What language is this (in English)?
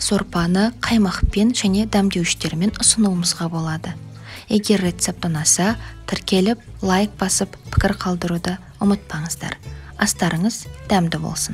Kazakh